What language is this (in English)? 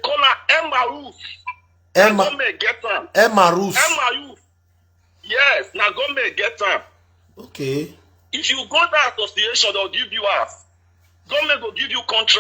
Nigerian Pidgin